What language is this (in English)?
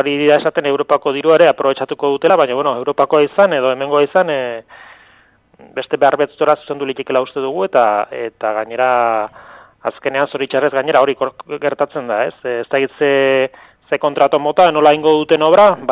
Basque